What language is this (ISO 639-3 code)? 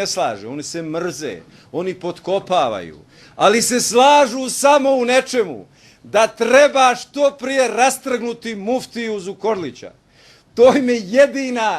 bos